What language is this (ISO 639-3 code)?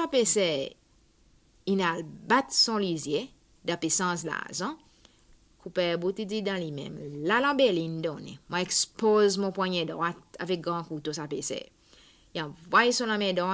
crs